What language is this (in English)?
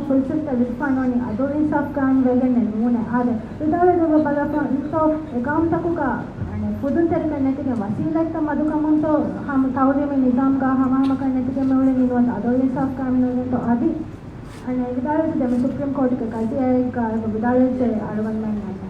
Divehi